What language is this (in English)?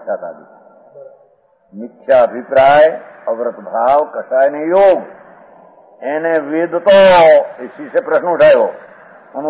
Gujarati